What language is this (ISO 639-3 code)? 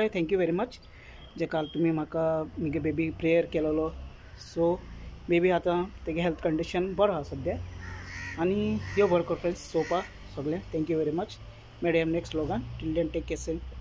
kok